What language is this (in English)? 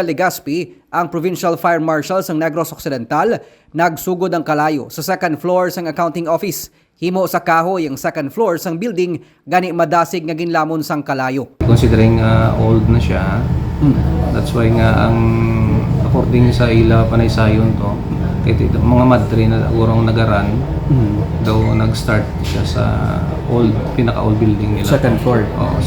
Hiligaynon